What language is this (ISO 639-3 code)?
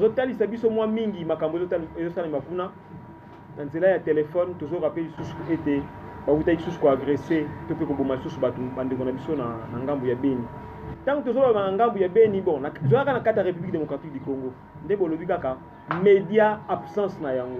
lin